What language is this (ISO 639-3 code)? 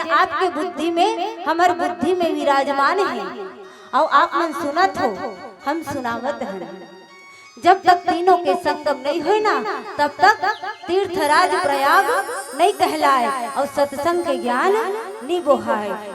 hne